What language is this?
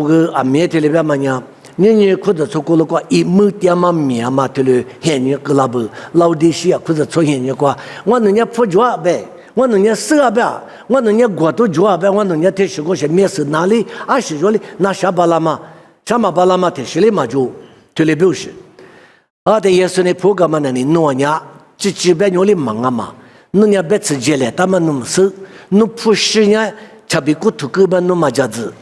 Lisu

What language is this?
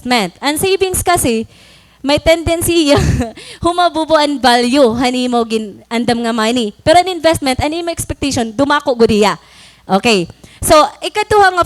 Waray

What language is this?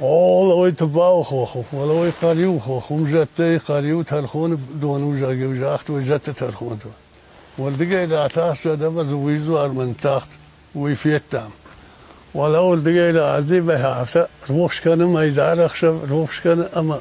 Ossetic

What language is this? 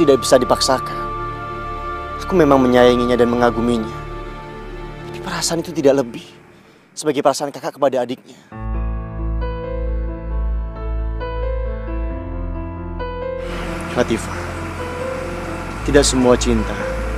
Indonesian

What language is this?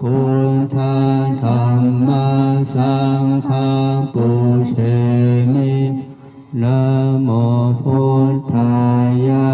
Pali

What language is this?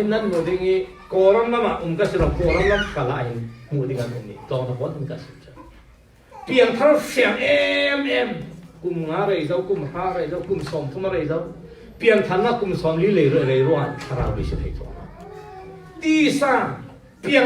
Falam Chin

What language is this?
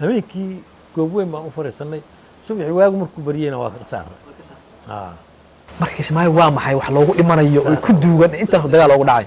Somali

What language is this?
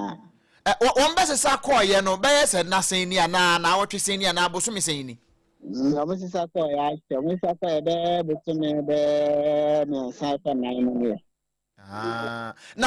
Akan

